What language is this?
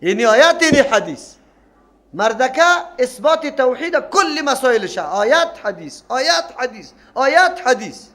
Persian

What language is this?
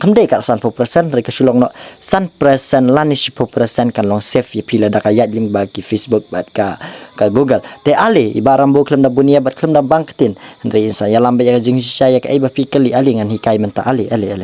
Khasi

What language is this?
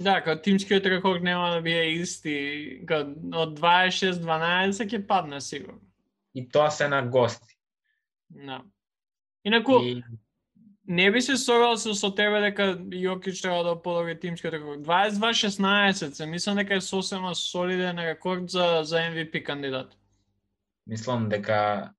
Macedonian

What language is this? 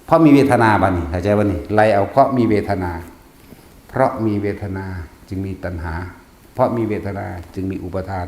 Northeastern Thai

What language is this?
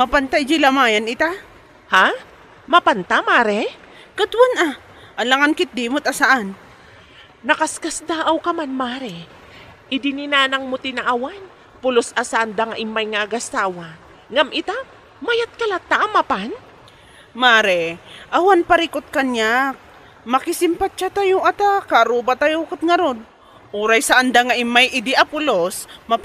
Iloko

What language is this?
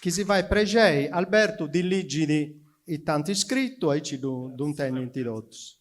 Sardinian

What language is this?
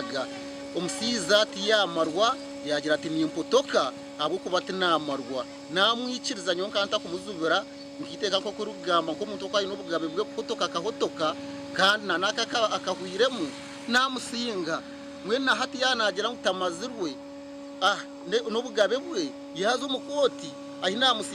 Nyankole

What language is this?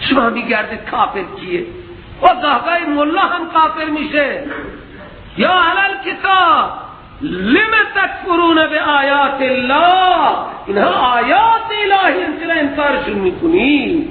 Persian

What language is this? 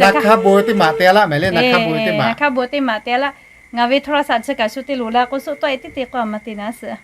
Lahu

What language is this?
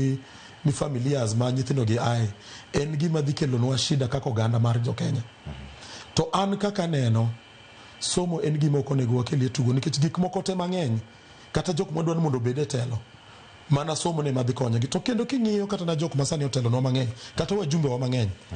Luo (Kenya and Tanzania)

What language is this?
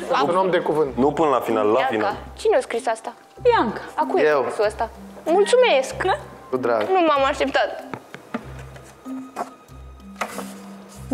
Romanian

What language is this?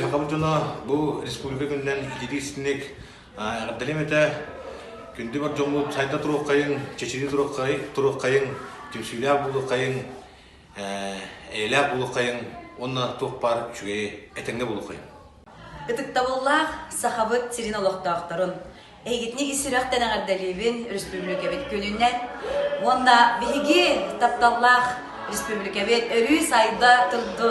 Yakut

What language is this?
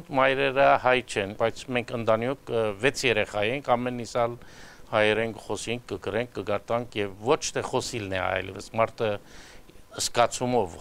Armenian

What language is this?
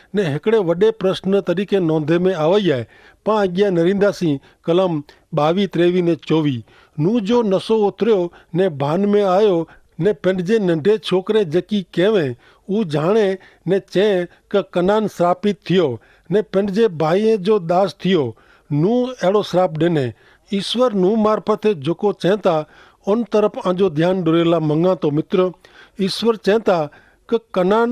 Kachhi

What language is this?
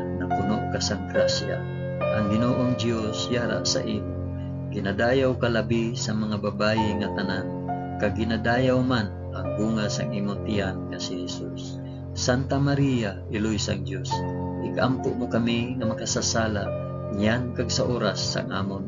Hiligaynon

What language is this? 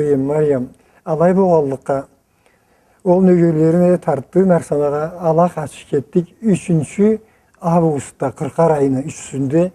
Karachay-Balkar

